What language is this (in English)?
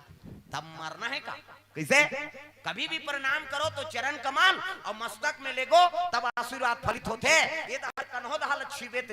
Chhattisgarhi